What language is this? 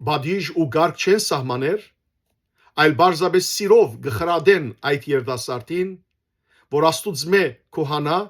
Western Armenian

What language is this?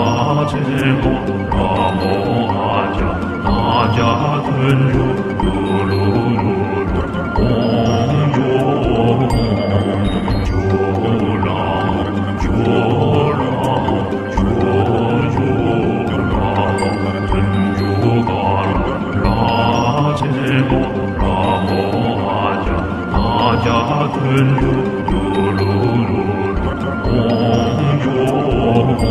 Chinese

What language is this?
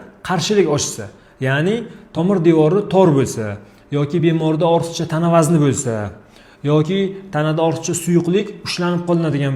Uzbek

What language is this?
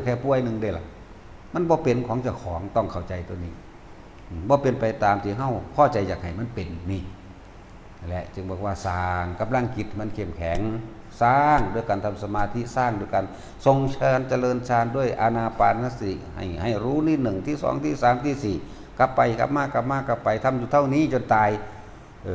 Northeastern Thai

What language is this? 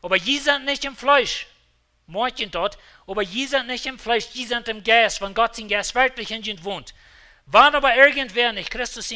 Plautdietsch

